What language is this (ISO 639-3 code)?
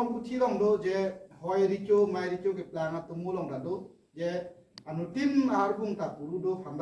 mjw